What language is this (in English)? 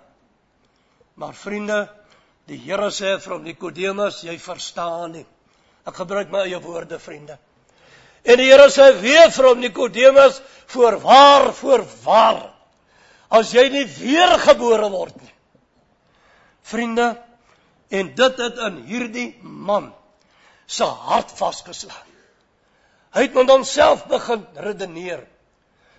Afrikaans